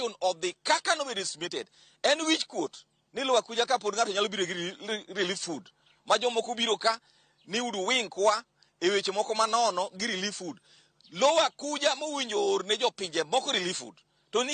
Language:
Luo (Kenya and Tanzania)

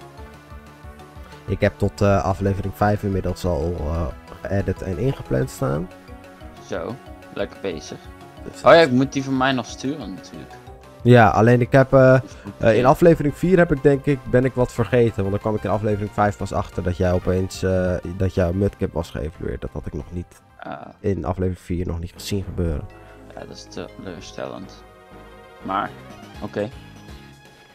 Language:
Dutch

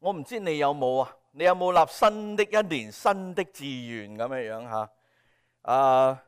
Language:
Cantonese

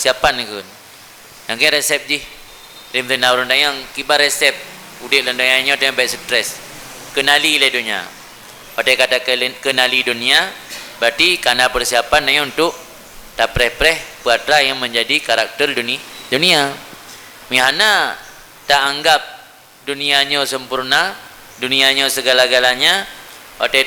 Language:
Achinese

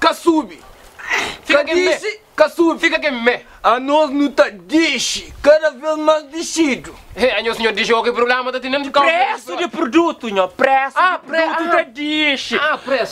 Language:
Kabuverdianu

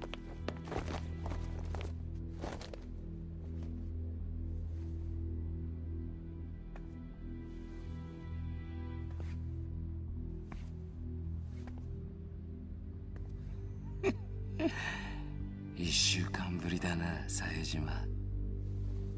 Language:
Japanese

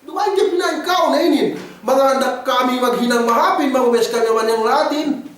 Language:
Yakan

